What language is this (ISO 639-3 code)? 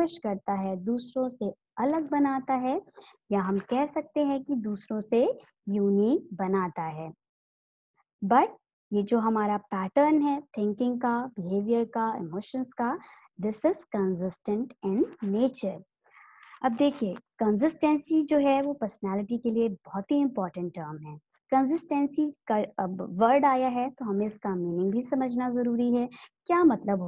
hin